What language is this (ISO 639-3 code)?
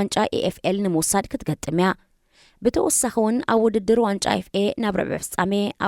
tir